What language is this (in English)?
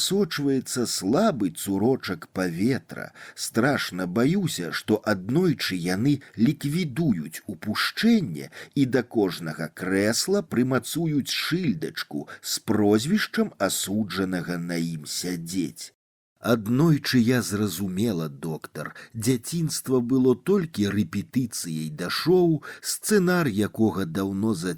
Belarusian